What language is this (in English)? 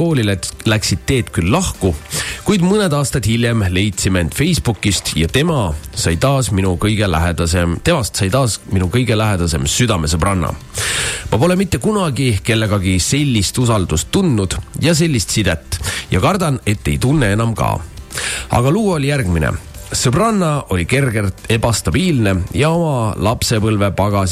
Estonian